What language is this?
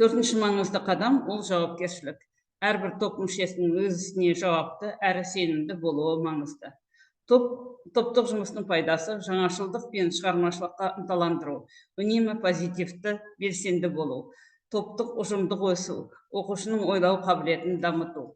Kazakh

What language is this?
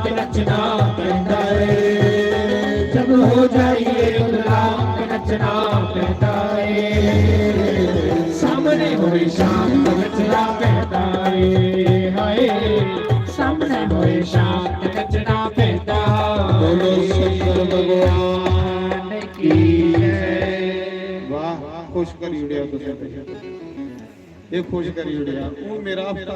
Dogri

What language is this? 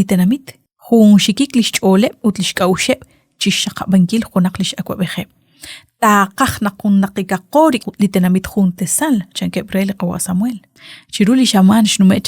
Kekchí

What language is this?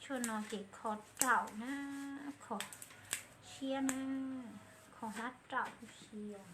Hmong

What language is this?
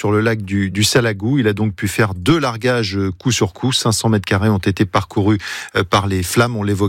French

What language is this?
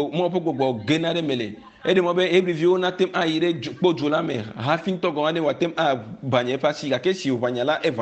Ewe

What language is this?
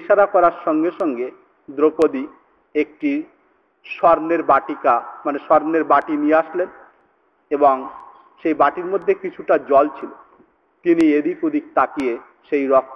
Bangla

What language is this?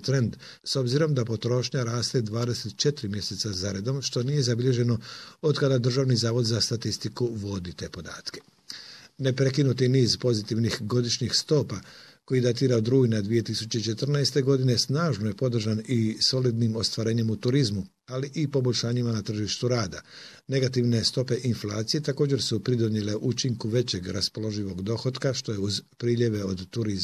Croatian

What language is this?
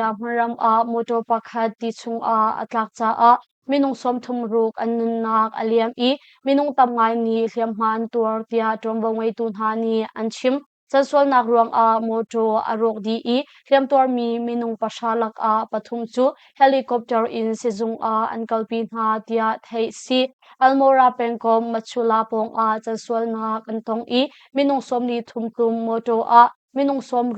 Hakha Chin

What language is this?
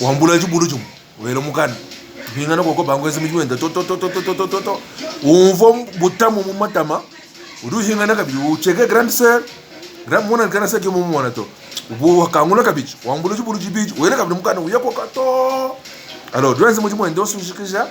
Luba-Lulua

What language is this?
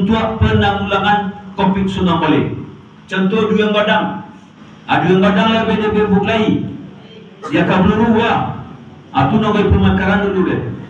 Minangkabau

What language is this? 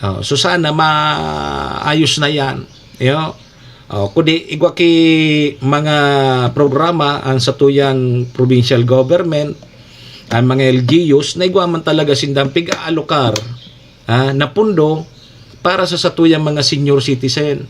Bikol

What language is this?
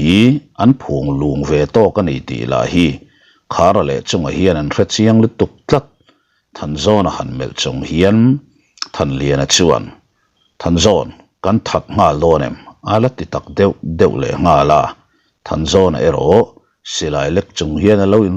Mizo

